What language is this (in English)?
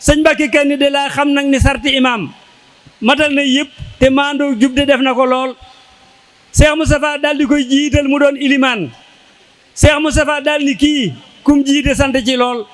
Wolof